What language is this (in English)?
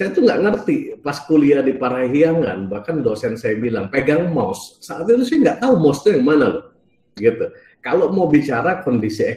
Indonesian